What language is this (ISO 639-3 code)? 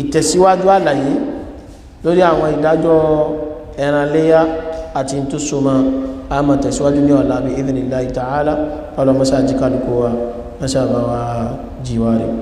yor